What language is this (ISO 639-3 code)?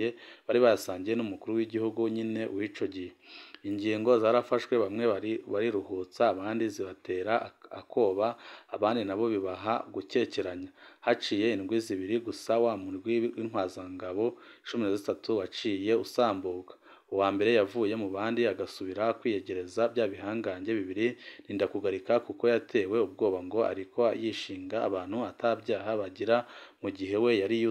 run